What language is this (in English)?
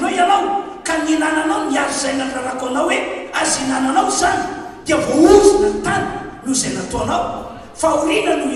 Malagasy